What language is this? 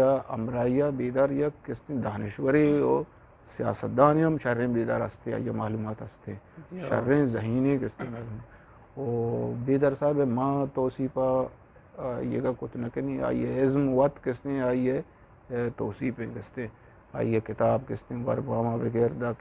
Eastern Balochi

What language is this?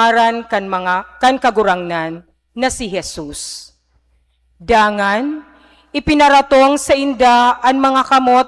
Bikol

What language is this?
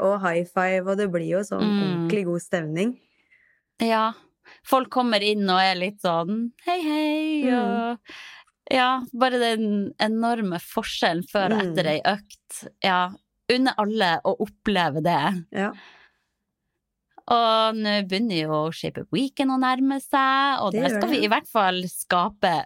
Norwegian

